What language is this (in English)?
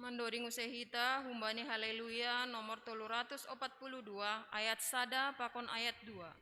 Batak Simalungun